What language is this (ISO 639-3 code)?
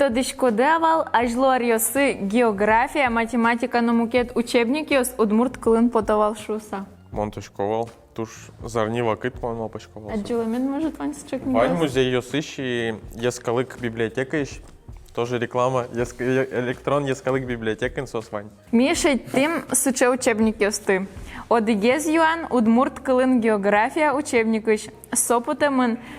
udm